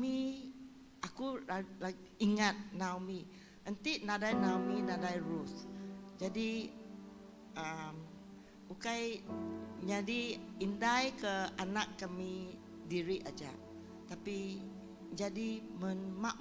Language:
Iban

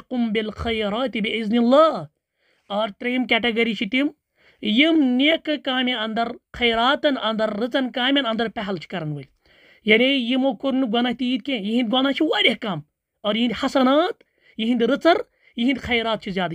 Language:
Kashmiri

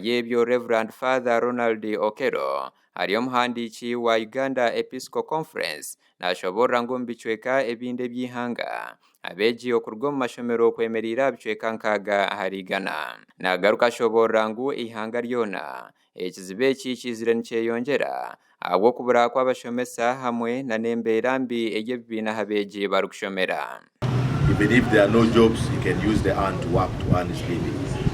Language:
Nyankole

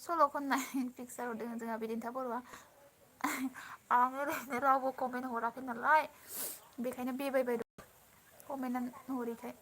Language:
Bodo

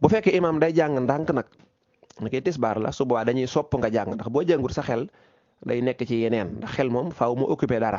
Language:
Wolof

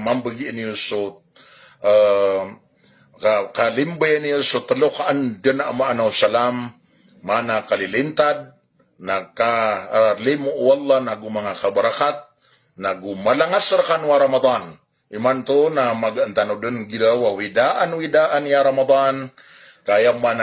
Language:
Maranao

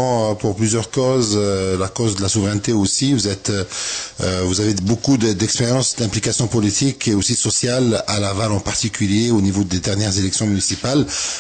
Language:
French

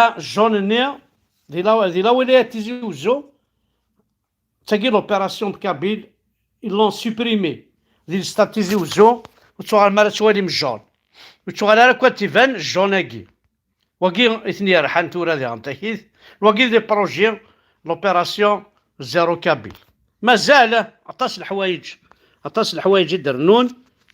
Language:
Kabyle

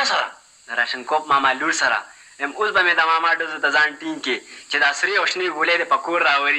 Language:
Pashto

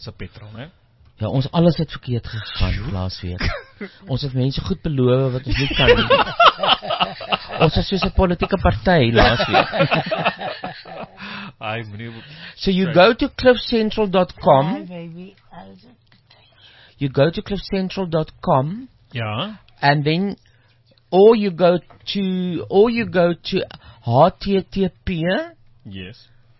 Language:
Afrikaans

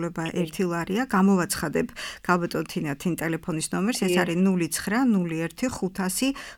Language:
Georgian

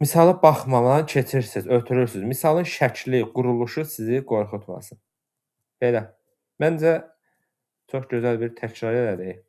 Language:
Azerbaijani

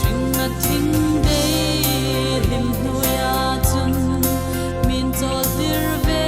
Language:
Hmar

